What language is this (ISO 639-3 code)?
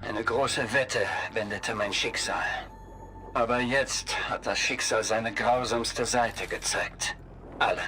bar